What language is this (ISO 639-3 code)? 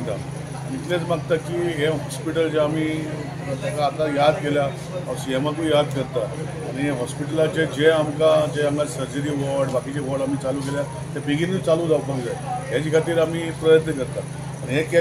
kok